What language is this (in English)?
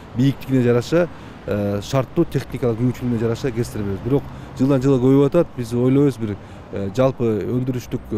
Kyrgyz